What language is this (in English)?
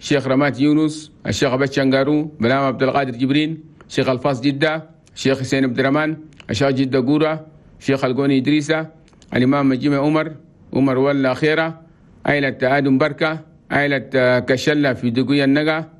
Chadian Arabic